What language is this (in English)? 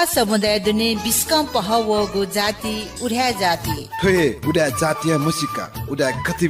Newari